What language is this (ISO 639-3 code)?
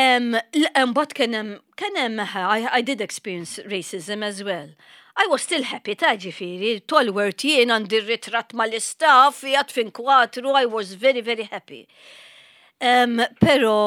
mlt